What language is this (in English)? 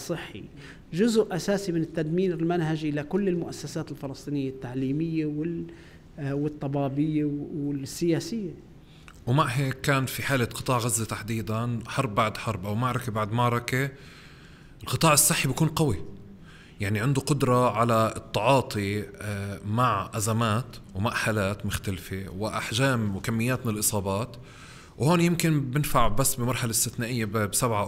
North Levantine Arabic